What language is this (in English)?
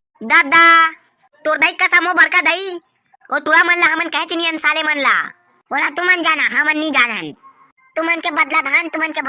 Chhattisgarhi